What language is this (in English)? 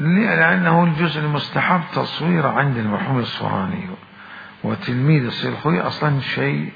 Mesopotamian Arabic